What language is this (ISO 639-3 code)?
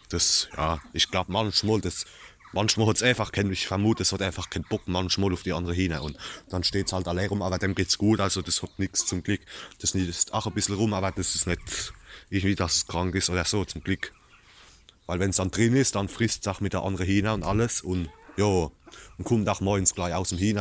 pfl